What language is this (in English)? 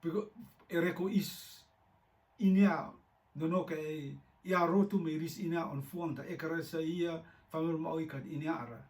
Rotuman